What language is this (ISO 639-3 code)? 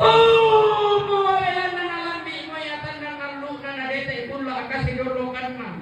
sda